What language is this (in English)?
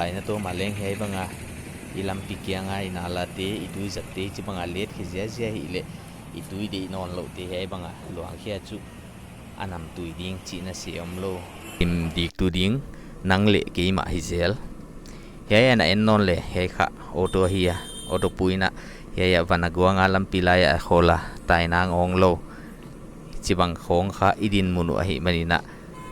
Paite Chin